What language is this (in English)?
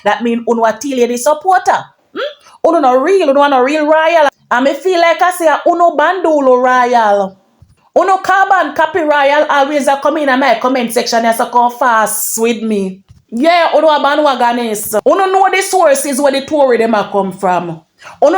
Jamaican Creole English